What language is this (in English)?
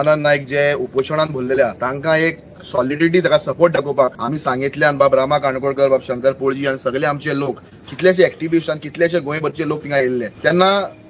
Konkani